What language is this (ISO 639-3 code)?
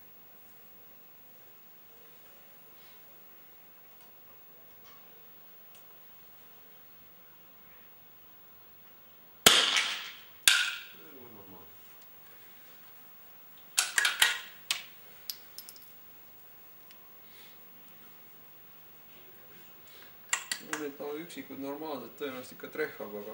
est